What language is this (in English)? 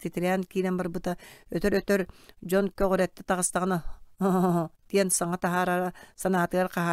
Yakut